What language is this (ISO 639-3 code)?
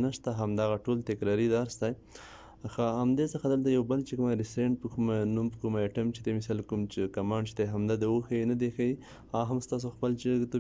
pus